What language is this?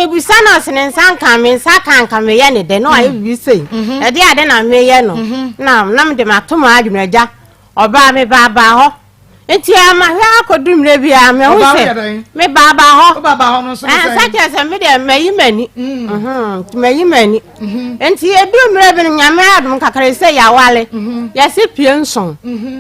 Akan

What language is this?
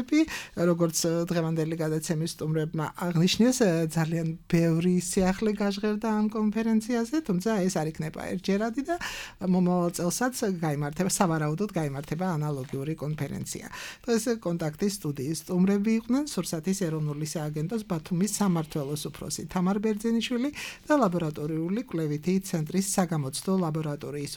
Georgian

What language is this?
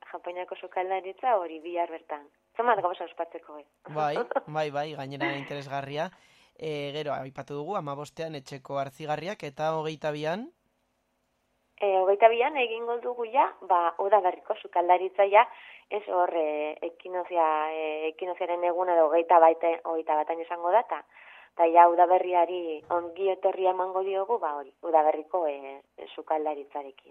Basque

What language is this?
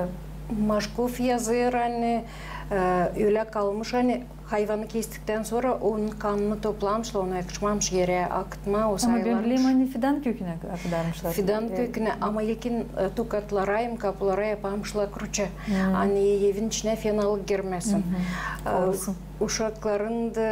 Gagauz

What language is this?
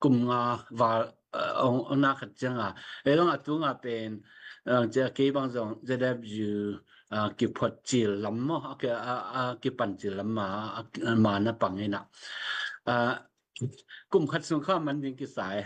Tedim Chin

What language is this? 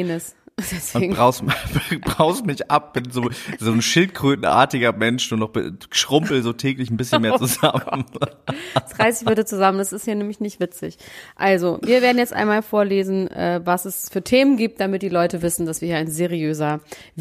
German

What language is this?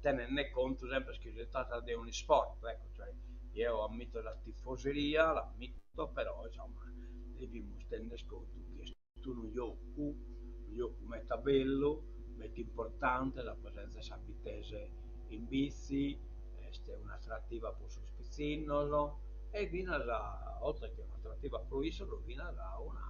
Sardinian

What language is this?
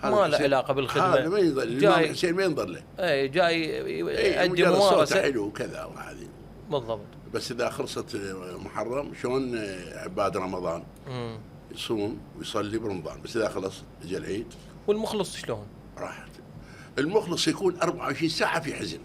Mesopotamian Arabic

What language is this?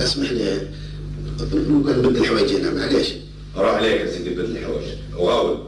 Algerian Arabic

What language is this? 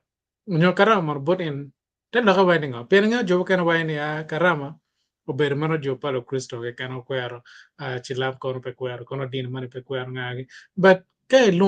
Acoli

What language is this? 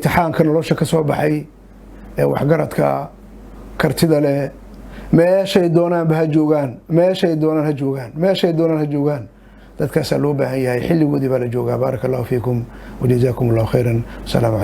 Somali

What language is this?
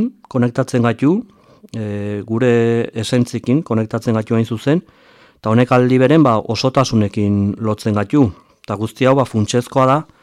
Basque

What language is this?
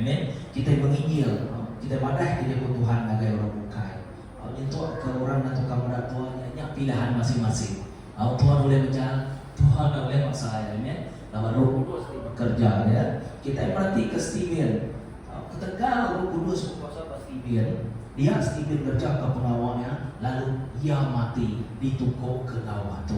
Iban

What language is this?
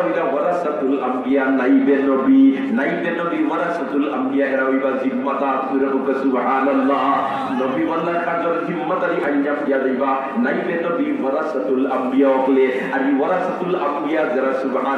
Sylheti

